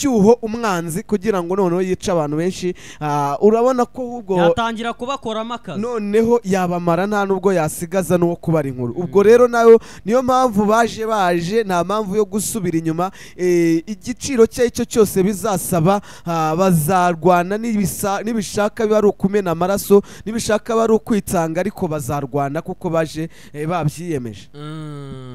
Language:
Kinyarwanda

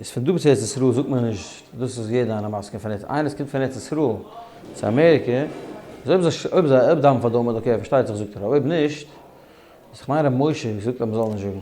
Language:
Yiddish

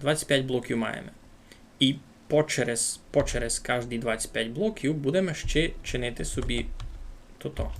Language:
Rusyn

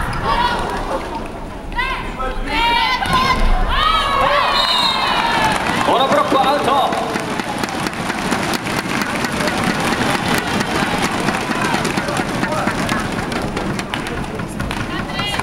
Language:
Japanese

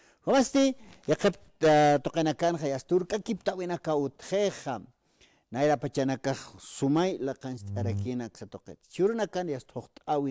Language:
Aymara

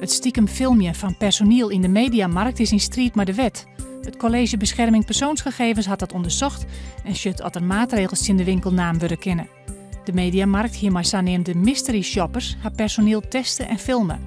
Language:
Western Frisian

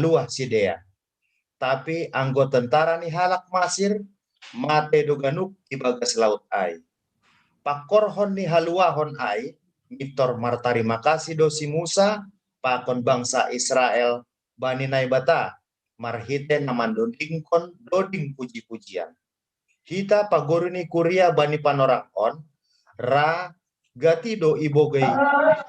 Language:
Batak Simalungun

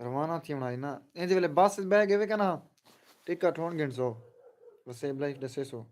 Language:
Saraiki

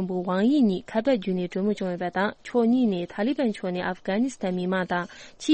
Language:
Tibetan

